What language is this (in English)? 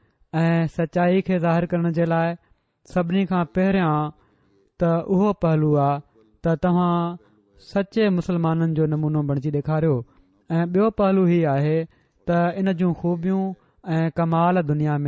Sindhi